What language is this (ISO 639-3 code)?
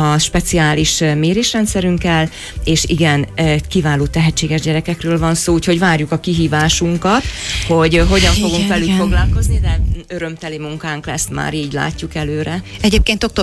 hun